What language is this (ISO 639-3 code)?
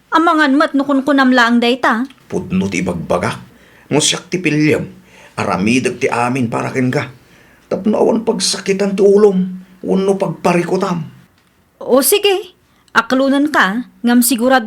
ilo